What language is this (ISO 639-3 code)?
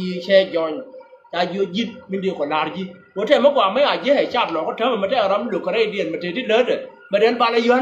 nus